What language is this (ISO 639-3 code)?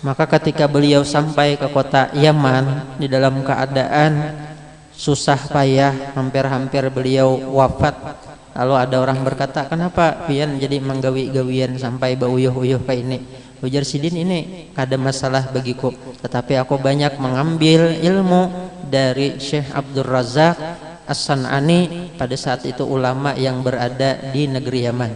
bjn